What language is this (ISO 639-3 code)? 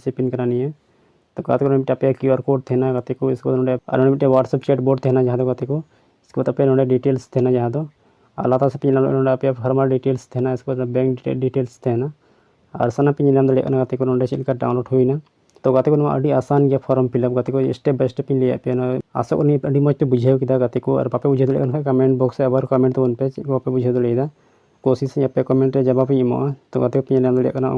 sat